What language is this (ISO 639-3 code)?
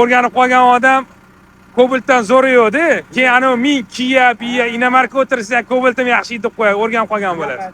uzb